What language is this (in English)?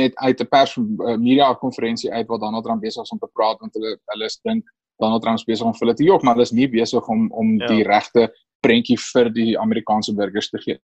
Afrikaans